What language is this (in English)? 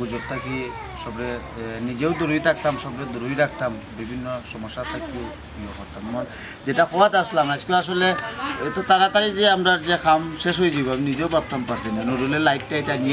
Sylheti